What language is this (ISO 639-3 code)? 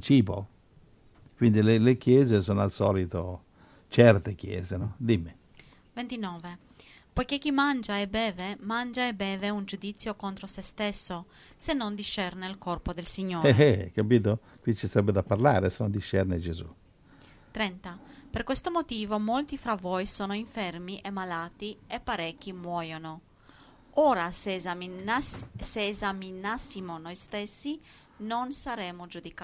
ita